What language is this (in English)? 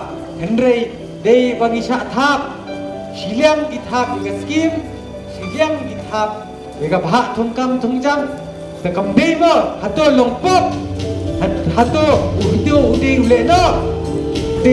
Khasi